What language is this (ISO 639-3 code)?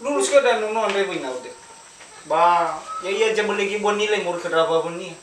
nia